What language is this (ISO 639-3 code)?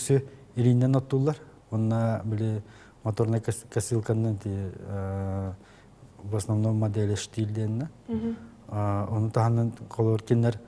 sah